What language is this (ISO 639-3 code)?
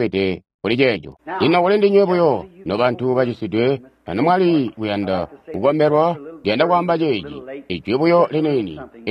toi